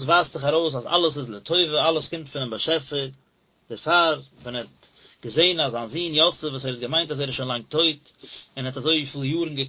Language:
Yiddish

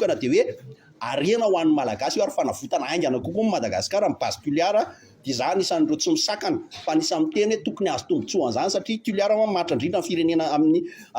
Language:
Malagasy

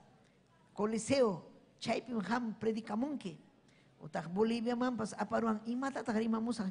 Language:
Ayacucho Quechua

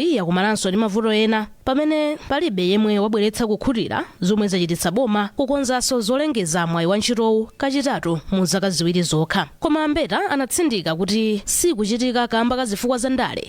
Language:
Nyanja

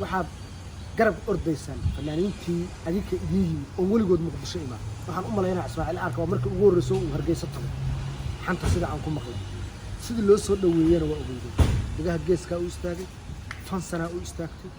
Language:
Somali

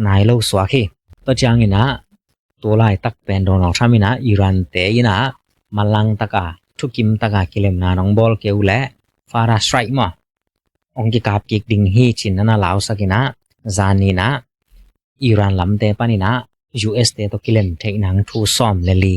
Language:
Tedim Chin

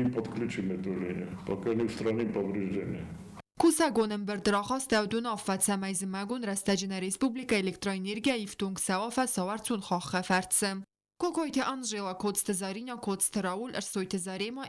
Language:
Ossetic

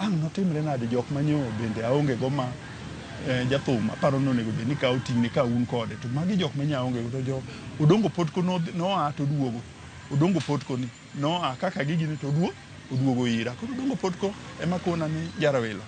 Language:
Luo (Kenya and Tanzania)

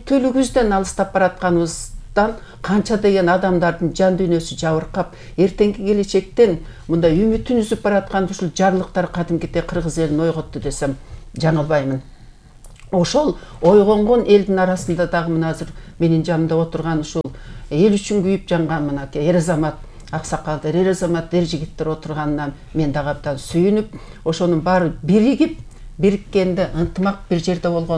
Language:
Kyrgyz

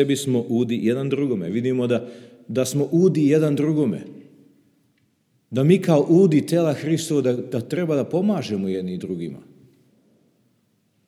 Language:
Serbian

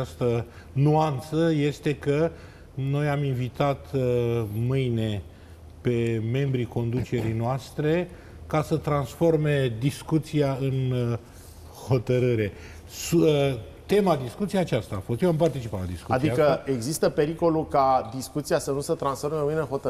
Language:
Romanian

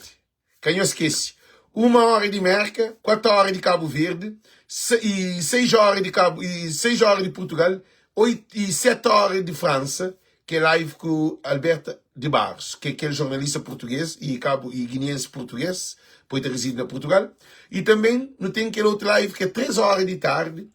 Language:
Kabuverdianu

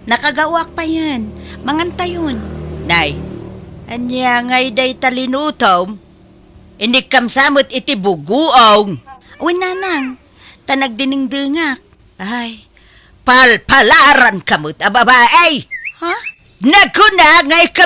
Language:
Iloko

